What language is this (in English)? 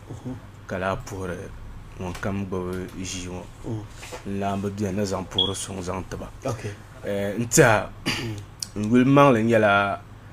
Dagbani